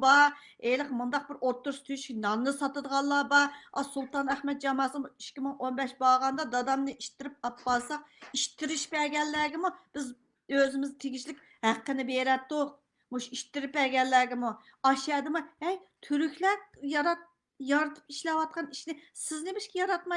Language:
Uyghur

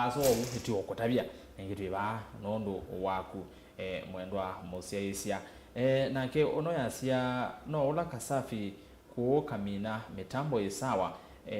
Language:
Kamba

